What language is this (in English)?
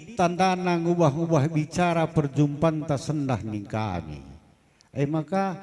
Batak Karo